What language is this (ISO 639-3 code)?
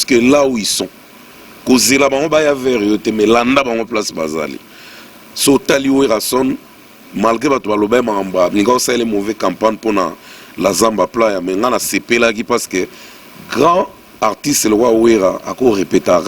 lin